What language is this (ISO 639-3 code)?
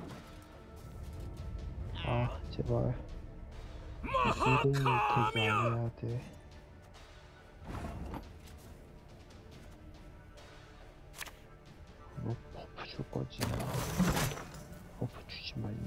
kor